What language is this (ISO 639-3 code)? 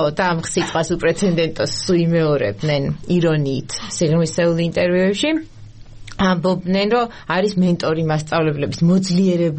kat